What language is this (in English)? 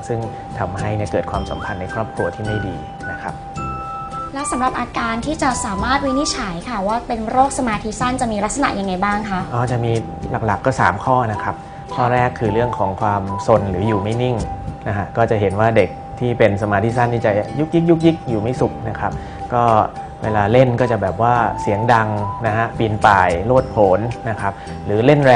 Thai